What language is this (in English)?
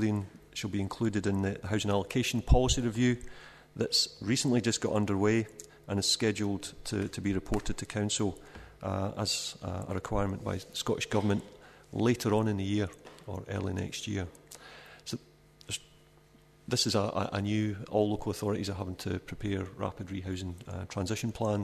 English